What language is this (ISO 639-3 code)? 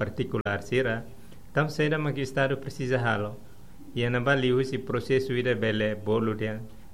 tet